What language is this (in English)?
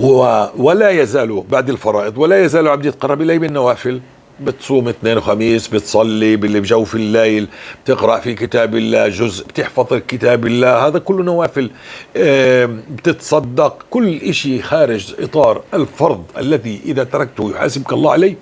North Levantine Arabic